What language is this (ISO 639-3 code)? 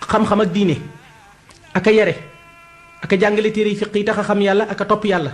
wol